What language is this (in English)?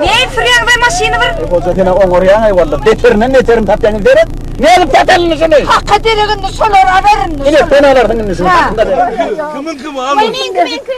Turkmen